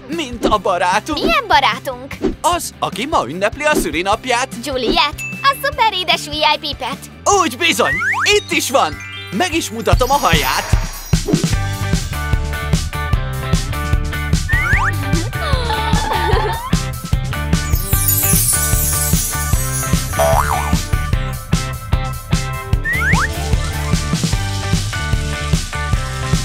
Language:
Hungarian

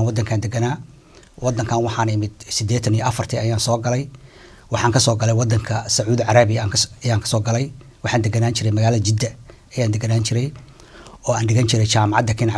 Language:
Somali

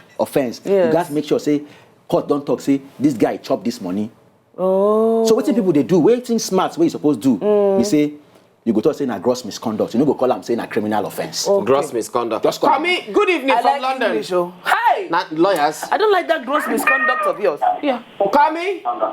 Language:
Nigerian Pidgin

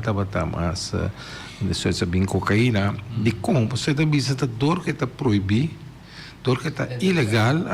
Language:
Papiamento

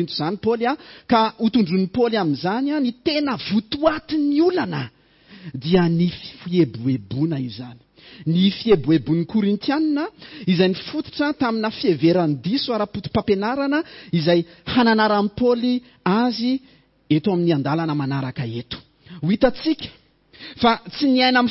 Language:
Malagasy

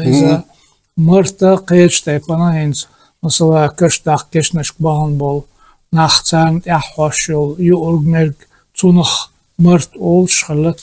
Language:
Chechen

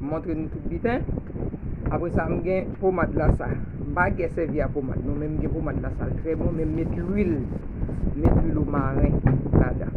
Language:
Haitian Creole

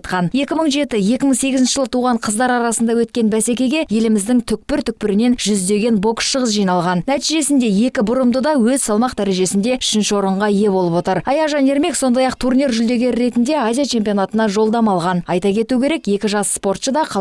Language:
Kazakh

